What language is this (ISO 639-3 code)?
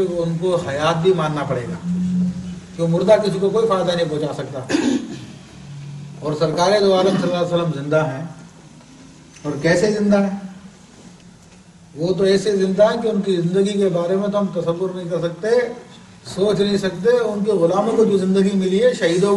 urd